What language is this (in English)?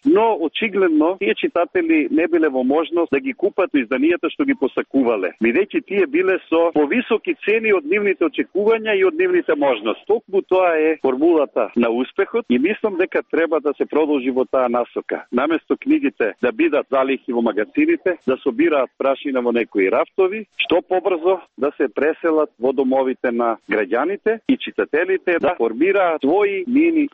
Macedonian